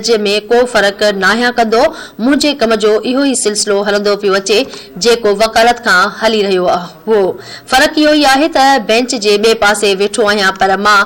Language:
Sindhi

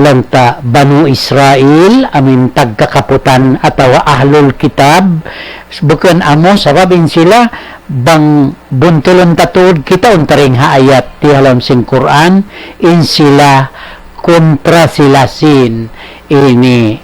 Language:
Tausug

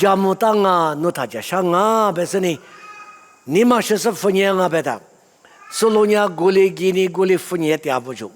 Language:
Lisu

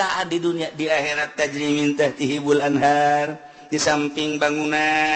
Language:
Sundanese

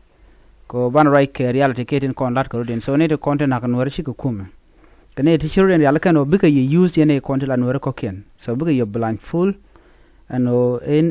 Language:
Nuer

